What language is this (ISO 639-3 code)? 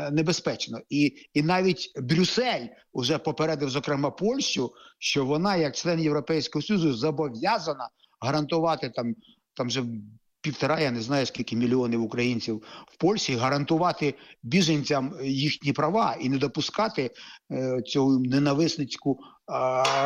ukr